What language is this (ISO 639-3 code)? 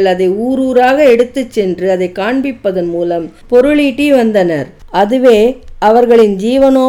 tam